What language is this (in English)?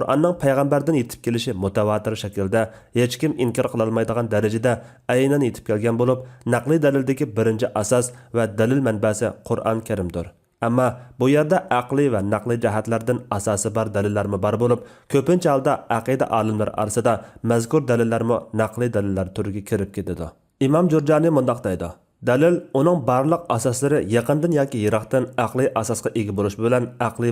Uyghur